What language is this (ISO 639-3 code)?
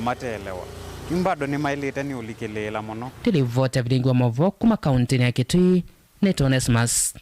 kam